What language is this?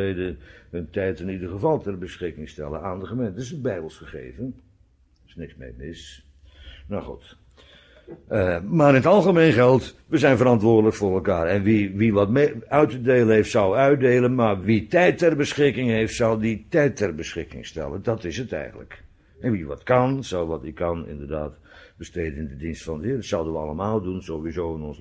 Dutch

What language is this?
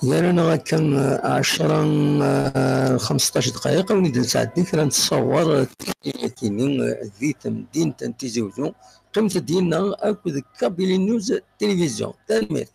Kabyle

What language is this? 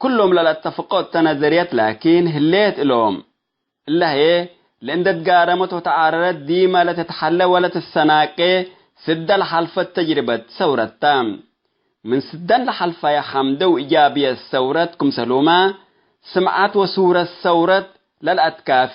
Tigre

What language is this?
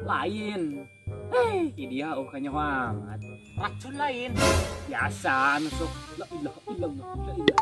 Sundanese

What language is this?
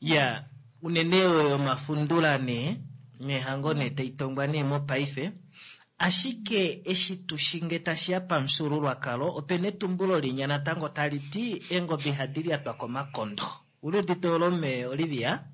Kuanyama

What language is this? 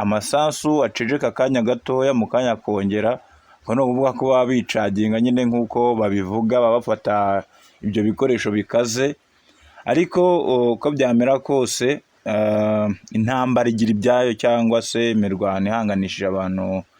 Kinyarwanda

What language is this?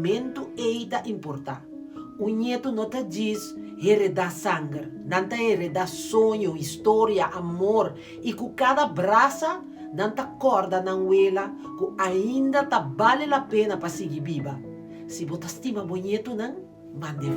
Papiamento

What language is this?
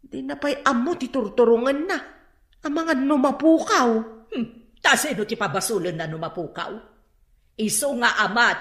Iloko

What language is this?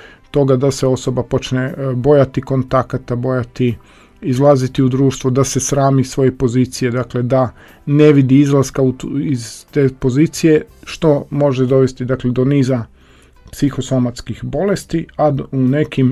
Croatian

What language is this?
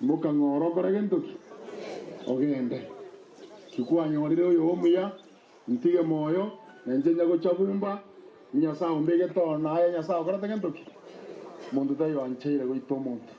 Gusii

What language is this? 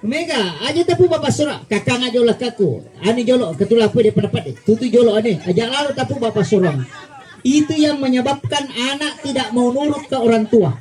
Buginese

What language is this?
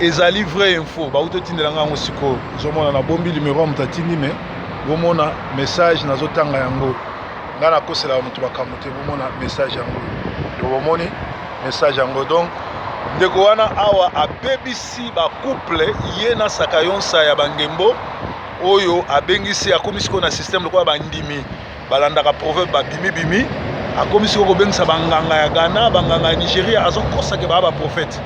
Lingala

